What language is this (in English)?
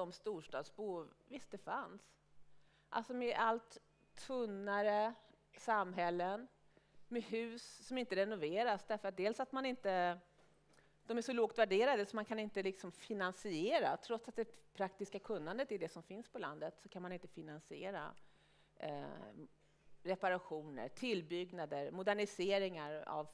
Swedish